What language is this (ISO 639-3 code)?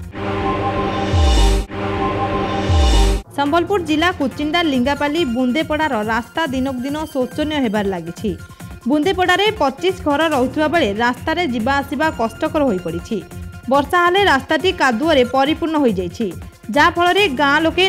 ori